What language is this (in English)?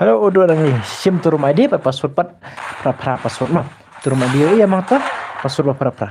Khasi